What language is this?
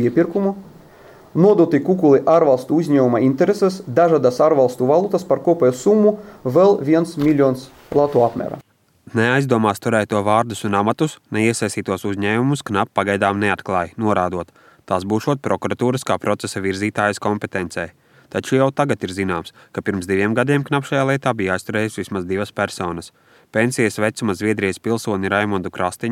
Latvian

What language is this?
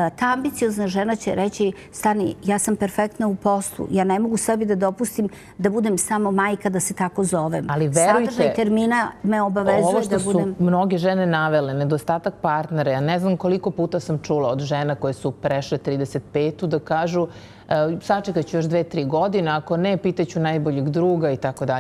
Serbian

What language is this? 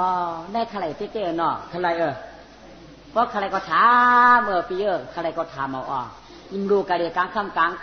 Shan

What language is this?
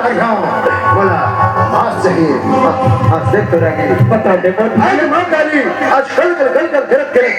Chhattisgarhi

